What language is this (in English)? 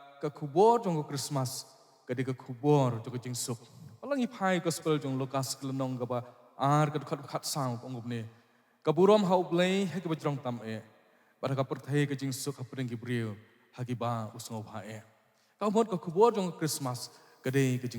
Khasi